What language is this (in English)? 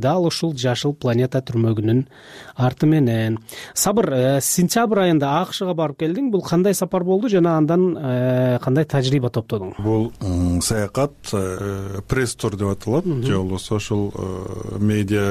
Kyrgyz